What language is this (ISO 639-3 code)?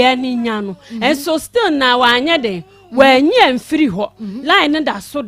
aka